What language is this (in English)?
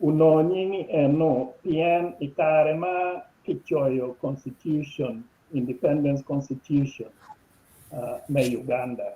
Acoli